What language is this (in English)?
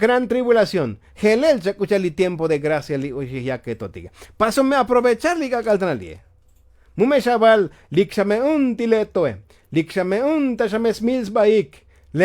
Tzotzil